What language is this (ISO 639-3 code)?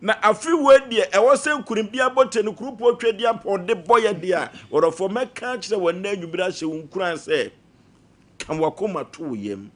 aka